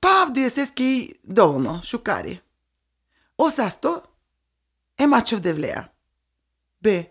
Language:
Serbian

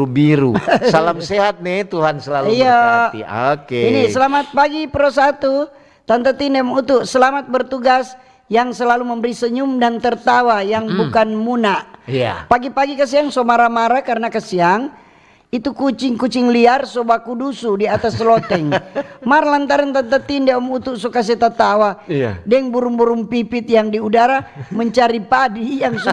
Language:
Manado Malay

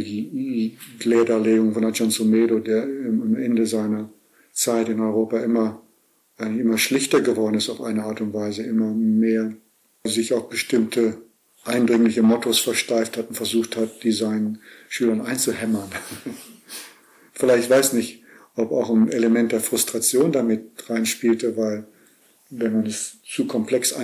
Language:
German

